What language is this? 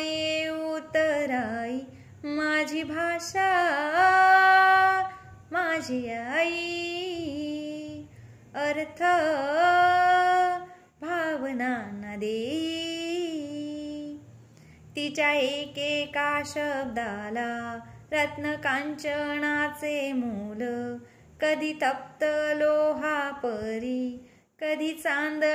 Marathi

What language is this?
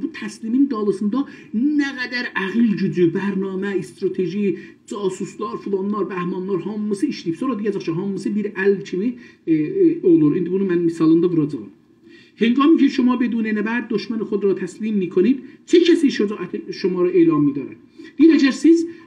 South Azerbaijani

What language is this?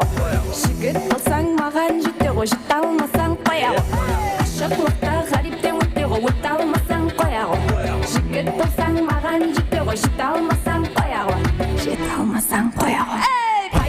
Kara-Kalpak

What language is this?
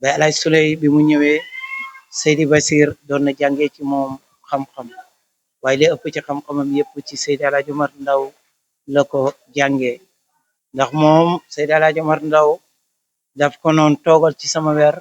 Wolof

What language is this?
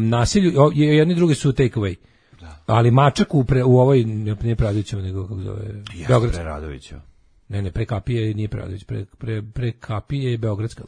Serbian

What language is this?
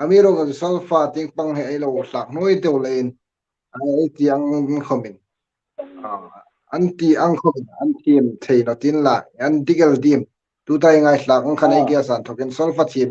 Hmar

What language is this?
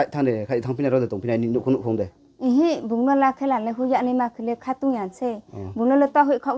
Riang (India)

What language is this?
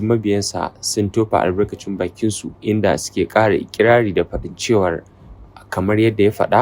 Hausa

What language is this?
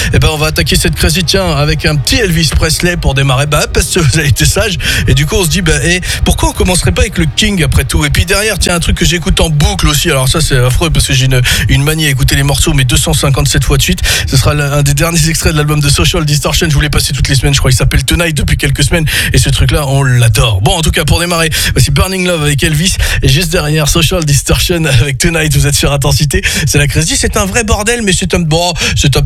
French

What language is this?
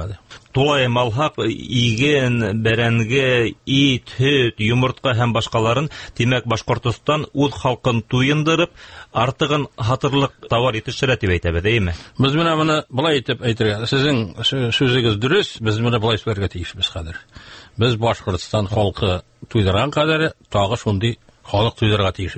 Tatar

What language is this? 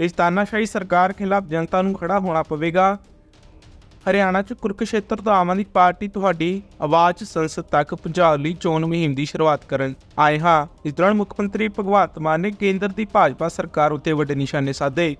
Punjabi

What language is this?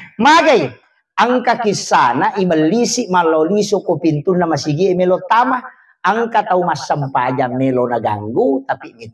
Buginese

